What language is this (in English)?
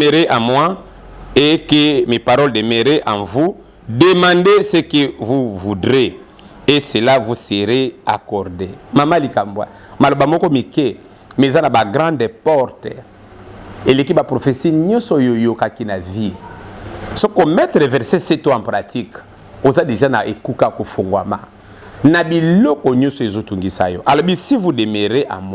Lingala